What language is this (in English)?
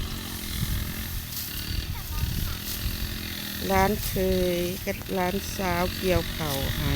Lao